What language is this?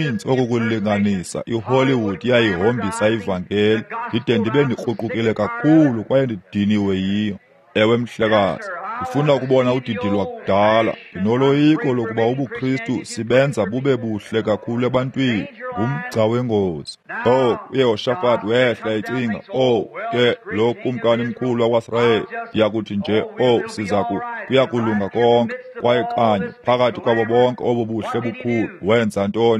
Xhosa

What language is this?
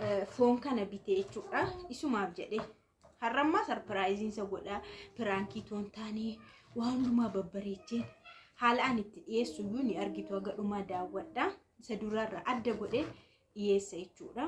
Oromo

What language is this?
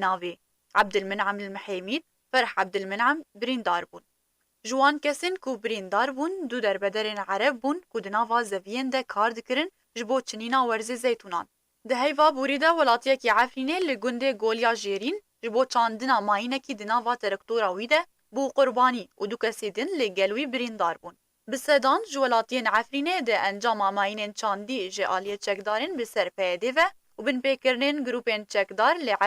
Kurdish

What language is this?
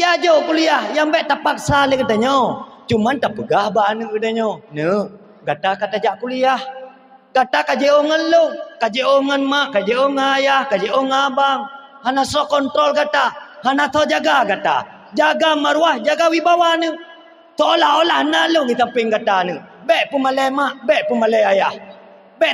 Achinese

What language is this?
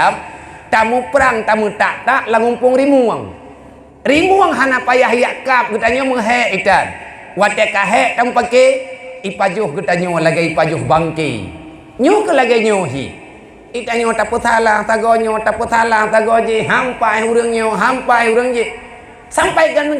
Achinese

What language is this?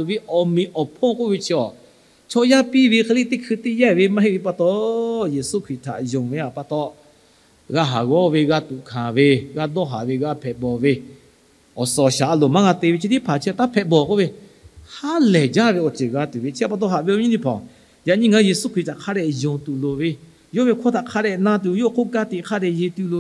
Lahu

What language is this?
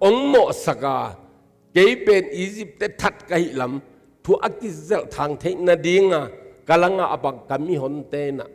Tedim Chin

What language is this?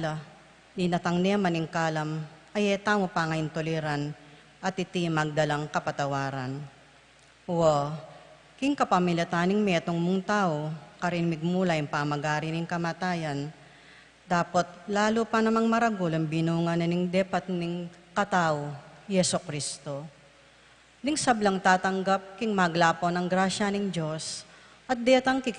Pampanga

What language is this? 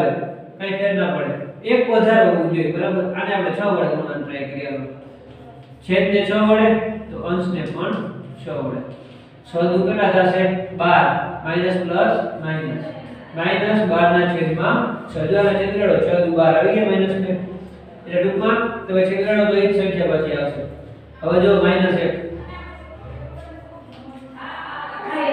Gujarati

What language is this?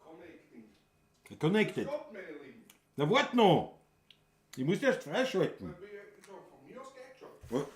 Bavarian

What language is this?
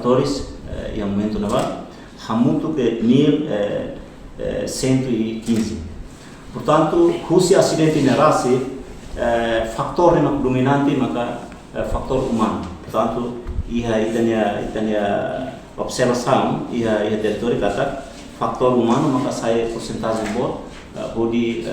Tetum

